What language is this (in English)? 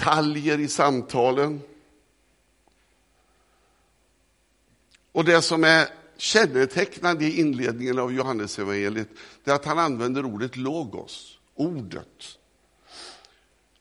Swedish